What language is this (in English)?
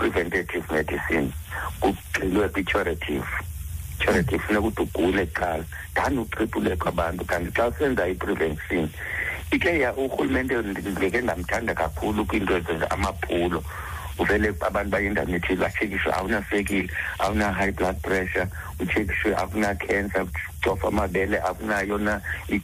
Xhosa